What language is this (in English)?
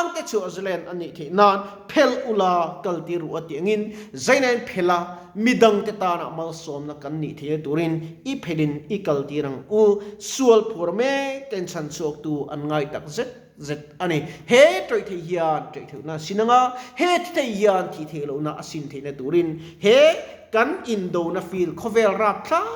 Mizo